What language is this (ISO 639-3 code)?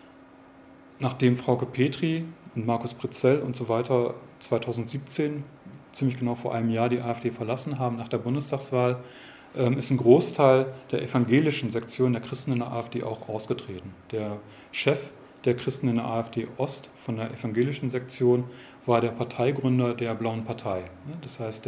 deu